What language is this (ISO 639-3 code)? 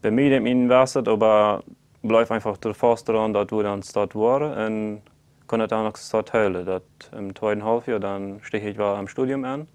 pdt